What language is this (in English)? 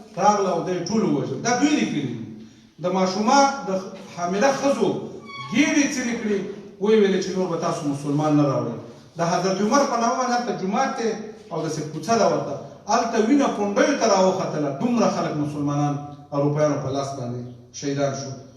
Pashto